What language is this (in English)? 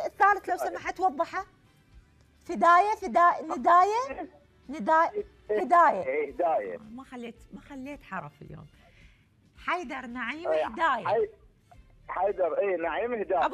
Mesopotamian Arabic